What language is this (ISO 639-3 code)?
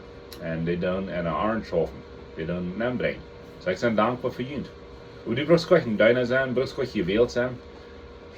pdt